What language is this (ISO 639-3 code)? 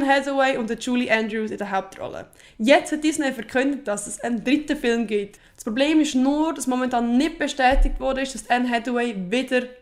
gsw